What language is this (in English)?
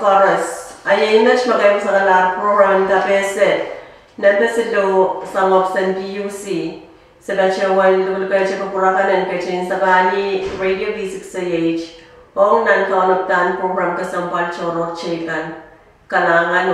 Pohnpeian